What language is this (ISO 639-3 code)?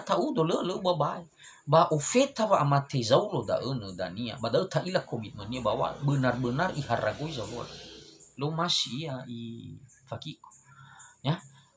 nia